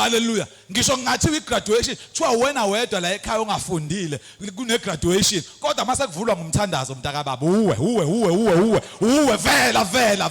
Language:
Zulu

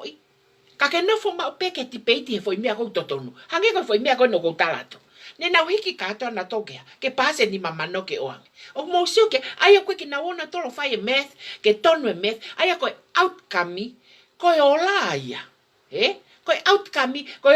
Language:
Tongan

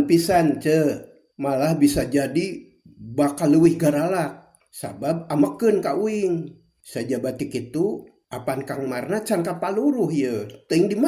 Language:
Sundanese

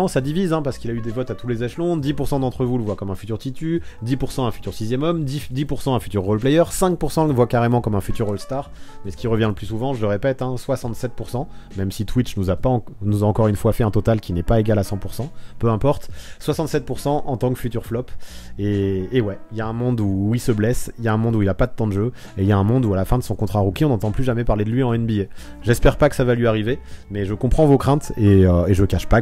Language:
French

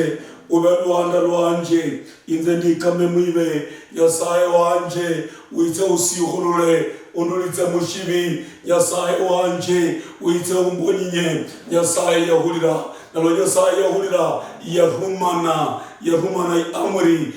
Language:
Luyia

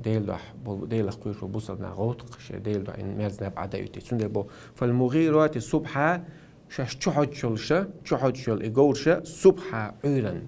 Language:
Chechen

